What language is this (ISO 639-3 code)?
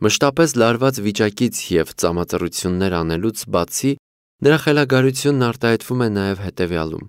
hye